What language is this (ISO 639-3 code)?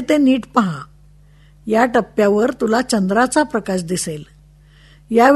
mar